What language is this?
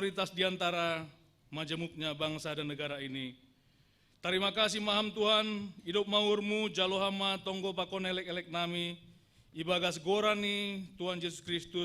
Batak Simalungun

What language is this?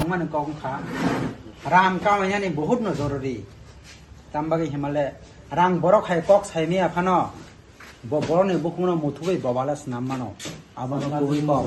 Kok Borok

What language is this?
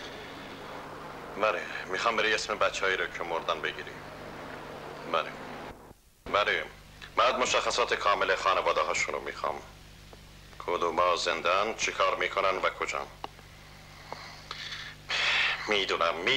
Persian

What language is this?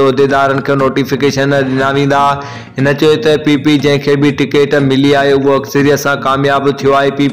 Sindhi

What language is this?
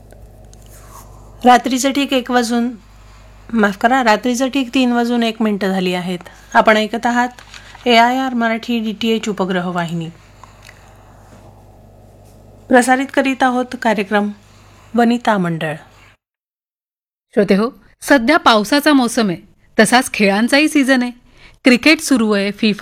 Marathi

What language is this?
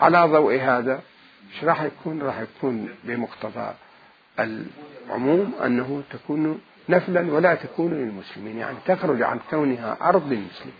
Mesopotamian Arabic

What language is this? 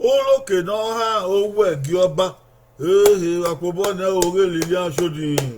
Bini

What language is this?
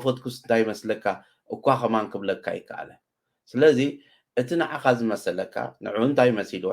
Tigrinya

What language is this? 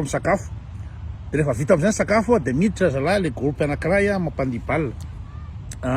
Malagasy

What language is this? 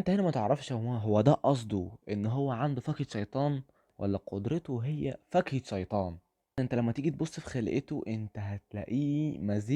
Egyptian Arabic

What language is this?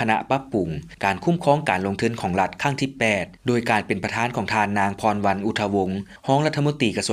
Lao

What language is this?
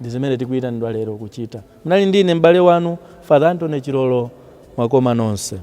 Nyanja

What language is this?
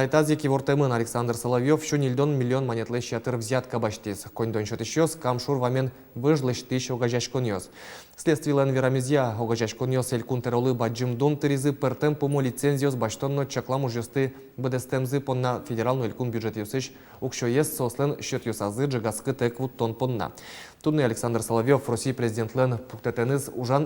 Udmurt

